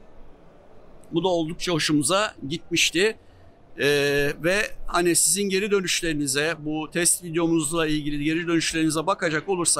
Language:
Turkish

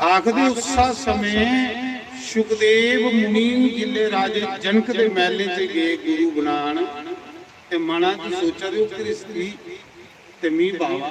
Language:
Dogri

